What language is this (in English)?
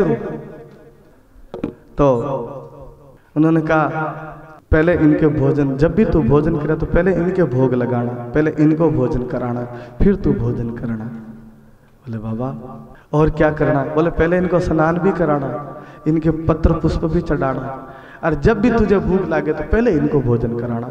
Hindi